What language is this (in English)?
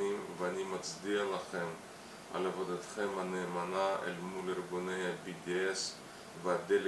Hebrew